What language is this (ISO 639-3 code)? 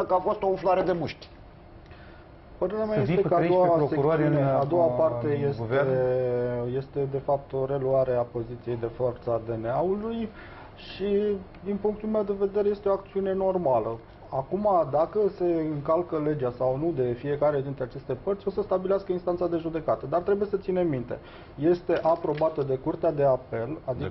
ron